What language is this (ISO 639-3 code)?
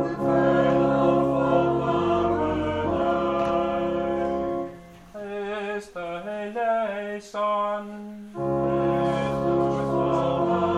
dan